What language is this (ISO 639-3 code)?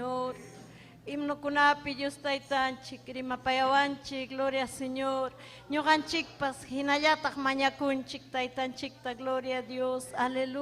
quy